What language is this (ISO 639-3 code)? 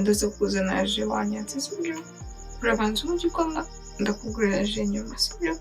kin